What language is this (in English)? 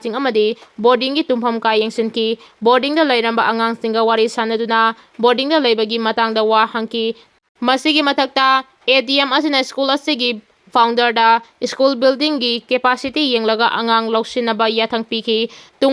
Manipuri